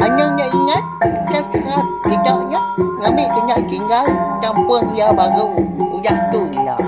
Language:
Iban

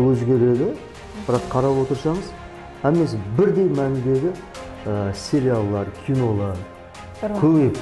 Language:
Kara-Kalpak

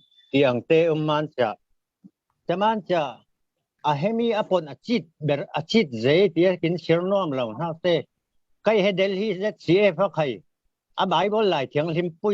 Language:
Falam Chin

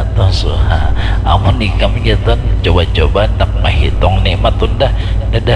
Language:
Banjar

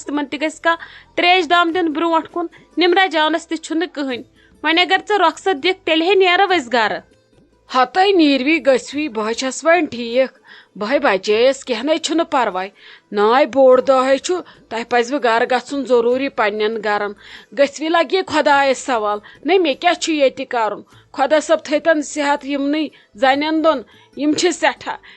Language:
Kashmiri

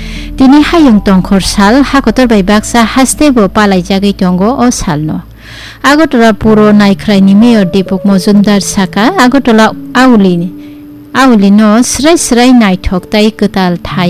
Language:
Kok Borok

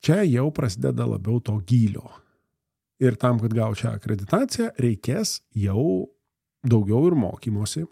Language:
Lithuanian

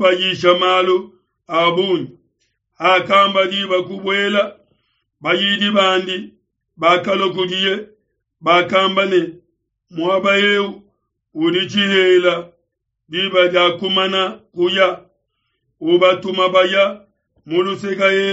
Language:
Luba-Lulua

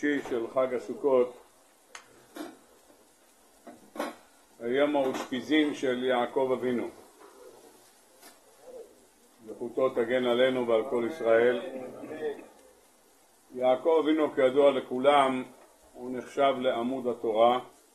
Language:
Hebrew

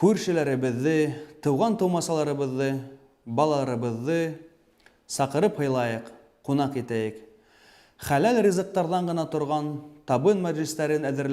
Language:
Bashkir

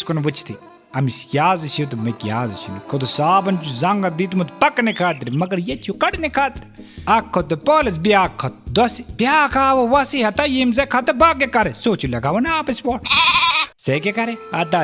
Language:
Kashmiri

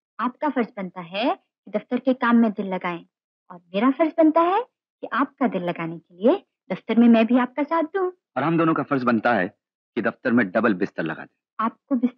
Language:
Hindi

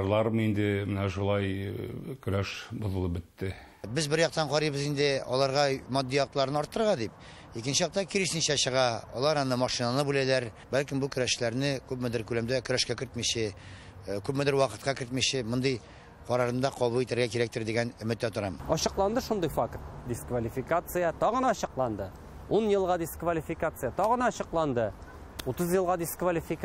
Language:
Tatar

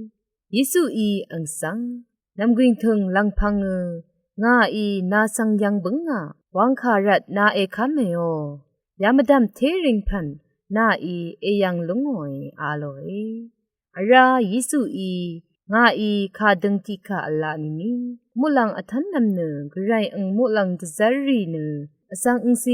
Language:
Rawang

